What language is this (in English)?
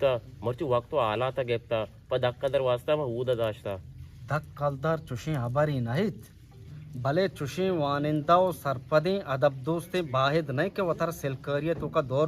Eastern Balochi